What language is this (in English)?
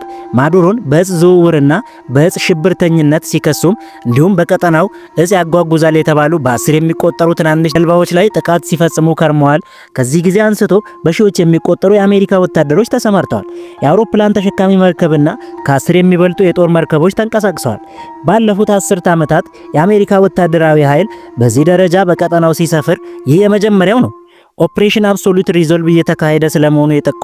Amharic